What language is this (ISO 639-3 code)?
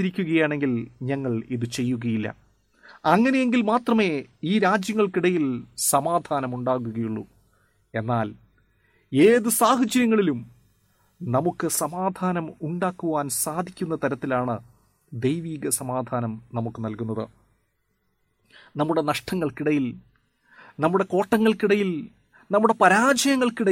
mal